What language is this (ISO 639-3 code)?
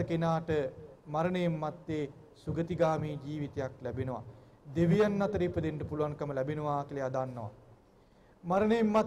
sin